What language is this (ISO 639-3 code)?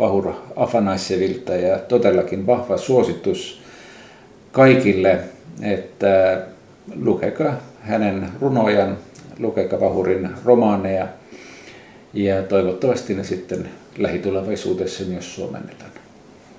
fin